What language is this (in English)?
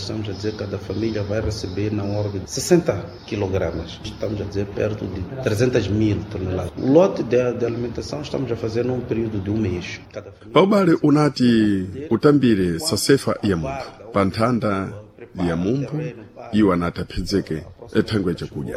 Sena